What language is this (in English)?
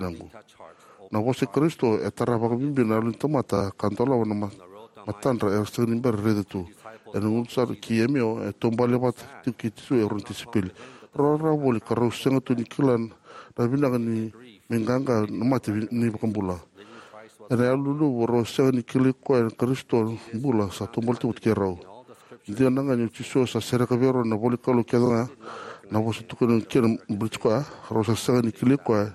Fijian